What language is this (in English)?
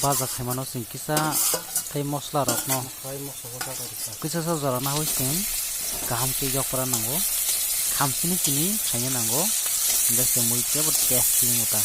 Kok Borok